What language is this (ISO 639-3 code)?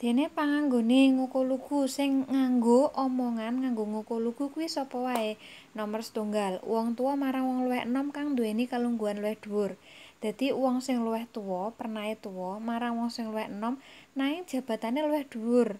jav